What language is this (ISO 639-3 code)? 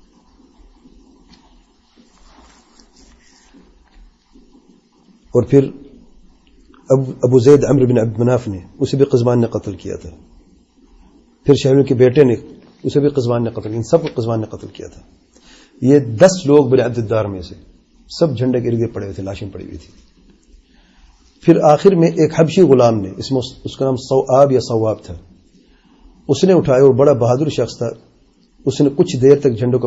urd